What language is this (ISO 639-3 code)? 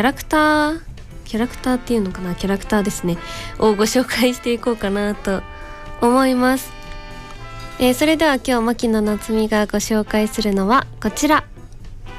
jpn